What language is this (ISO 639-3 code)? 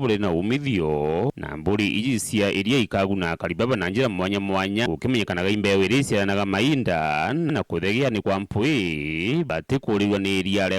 mer